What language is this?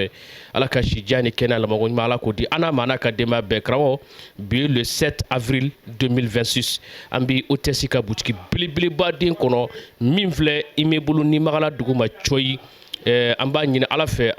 Bambara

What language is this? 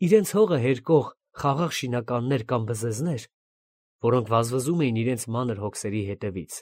Armenian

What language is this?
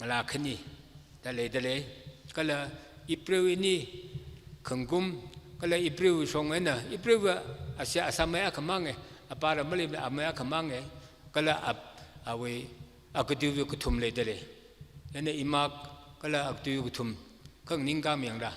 Tangkhul Naga (India)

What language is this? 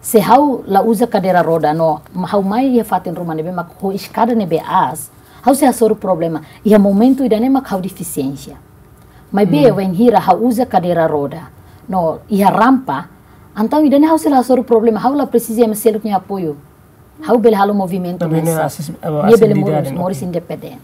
Tetum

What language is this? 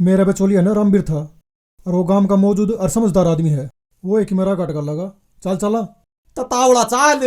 Haryanvi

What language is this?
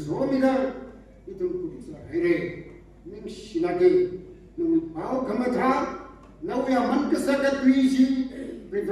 Tangkhul Naga (India)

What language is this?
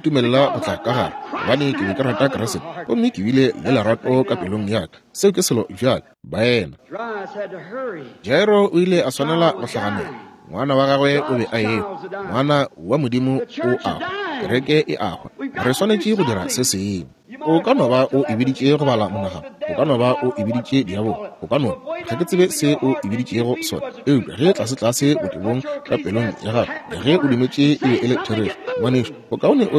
Northern Sotho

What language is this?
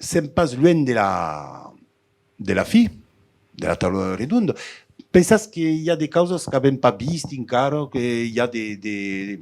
Occitan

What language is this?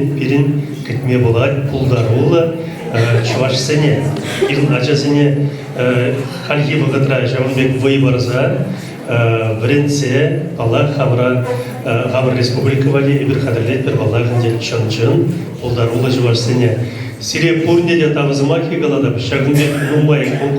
Chuvash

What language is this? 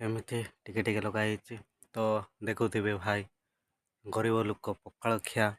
Odia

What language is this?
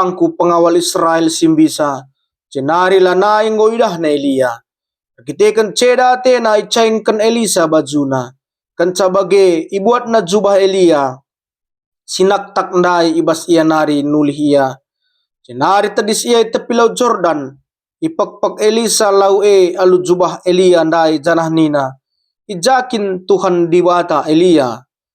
Batak Karo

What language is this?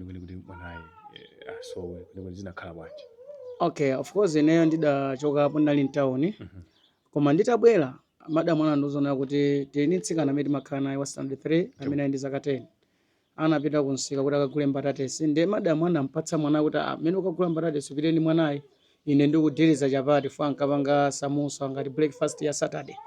Nyanja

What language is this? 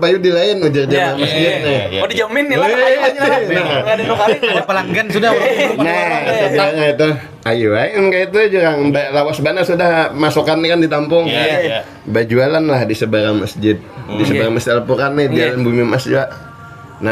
Banjar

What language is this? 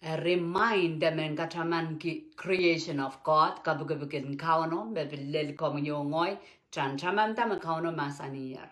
Pohnpeian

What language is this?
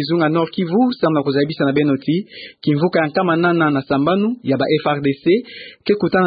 Kituba (Democratic Republic of Congo)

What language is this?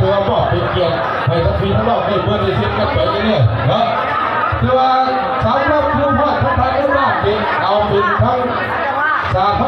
Lao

